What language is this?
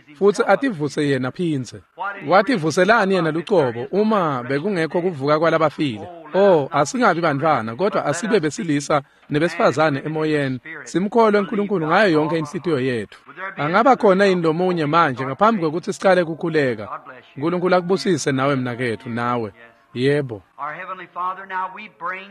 Swati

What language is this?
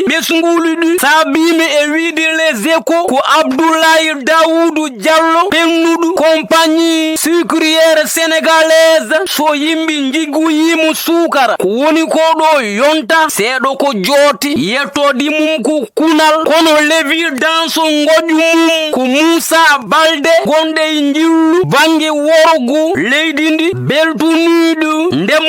Fula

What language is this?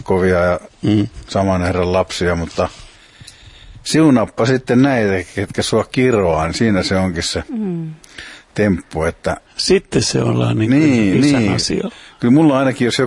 Finnish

